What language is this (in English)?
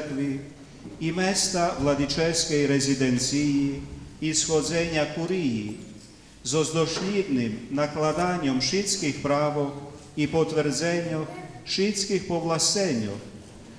Rusyn